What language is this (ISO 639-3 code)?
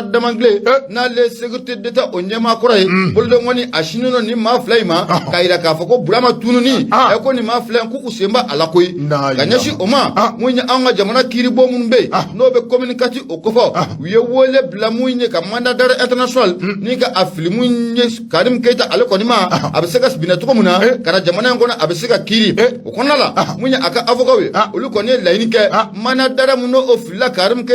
bam